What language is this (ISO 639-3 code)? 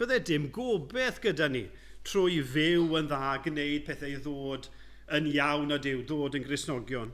cym